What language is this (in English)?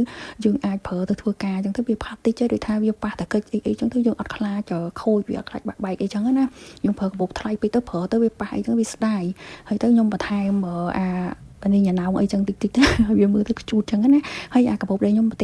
Khmer